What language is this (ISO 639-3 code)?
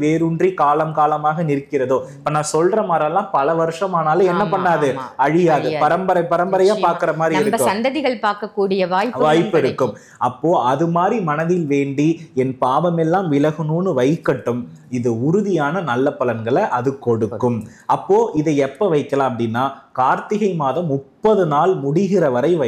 tam